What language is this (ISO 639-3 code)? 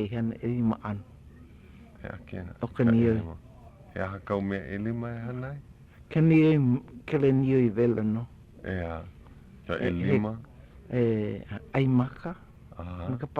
haw